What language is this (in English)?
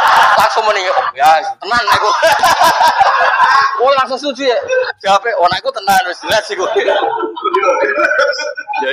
Javanese